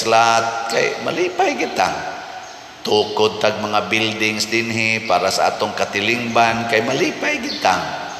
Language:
Cebuano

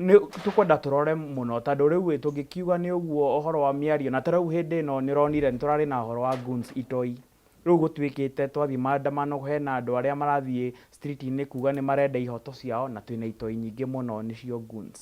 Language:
Kikuyu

